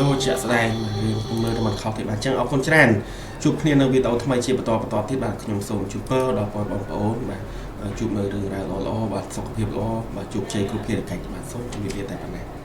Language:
Khmer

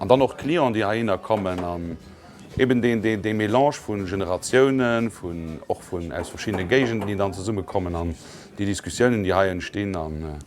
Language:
Luxembourgish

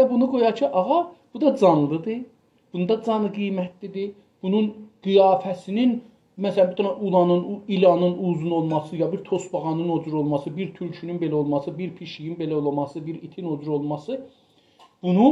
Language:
South Azerbaijani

